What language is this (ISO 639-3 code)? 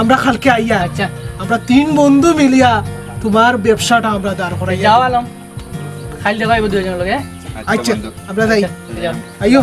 syl